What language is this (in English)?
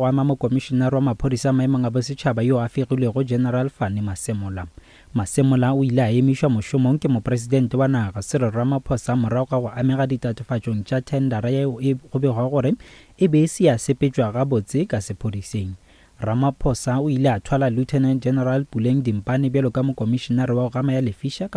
Northern Sotho